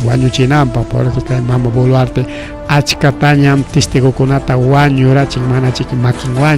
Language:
Ayacucho Quechua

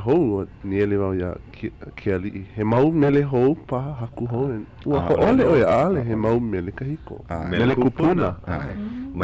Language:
Hawaiian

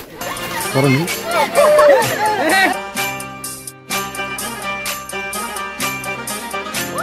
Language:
Bhojpuri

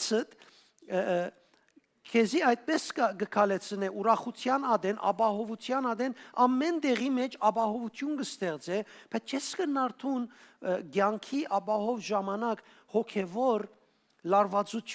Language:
Western Armenian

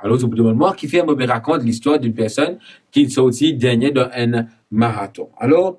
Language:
Morisyen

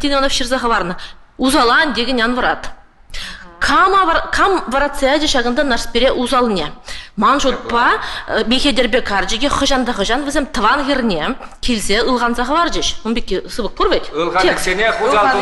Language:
Chuvash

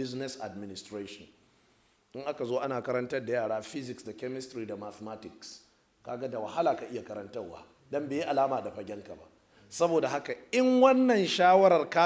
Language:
Hausa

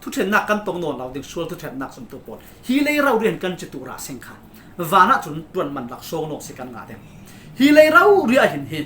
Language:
Falam Chin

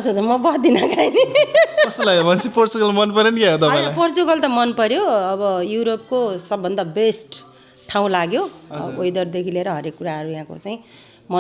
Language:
Nepali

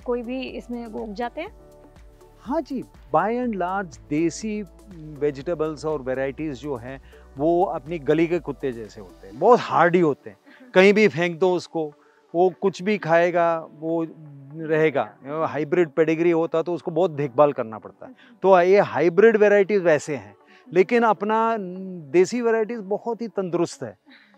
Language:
Hindi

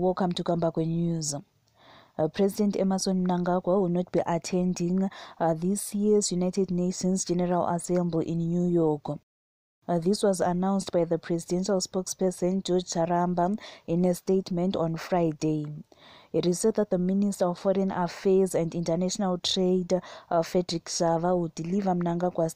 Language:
English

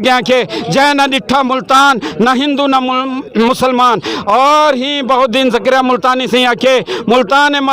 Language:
Saraiki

